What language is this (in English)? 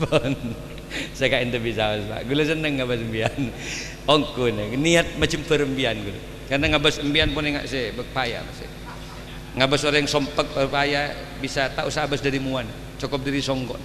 Madurese